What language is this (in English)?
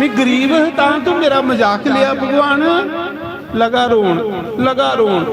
Dogri